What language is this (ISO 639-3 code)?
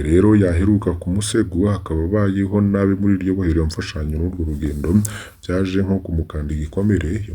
run